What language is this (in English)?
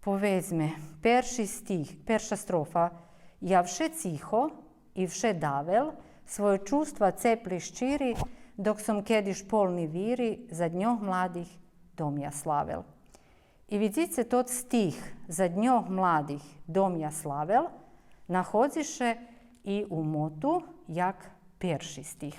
Rusyn